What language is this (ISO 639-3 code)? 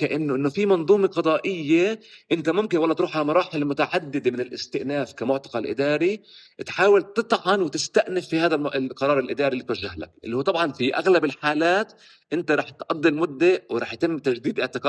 apc